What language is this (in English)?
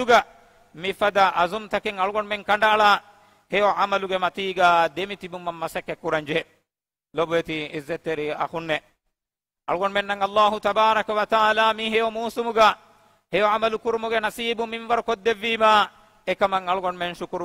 Divehi